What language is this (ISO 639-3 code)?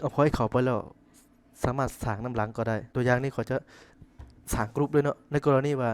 lao